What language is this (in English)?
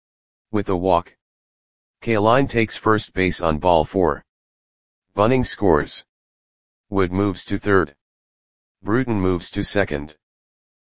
English